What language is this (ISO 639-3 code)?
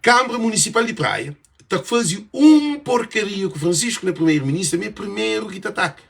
kea